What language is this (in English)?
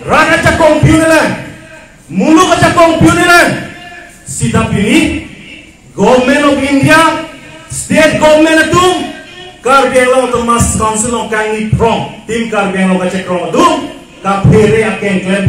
Karbi